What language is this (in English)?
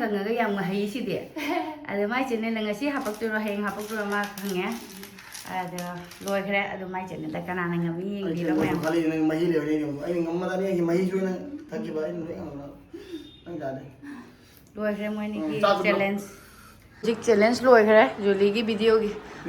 Manipuri